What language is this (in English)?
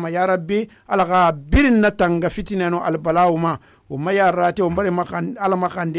Susu